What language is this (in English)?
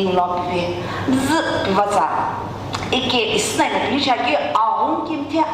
Sumi Naga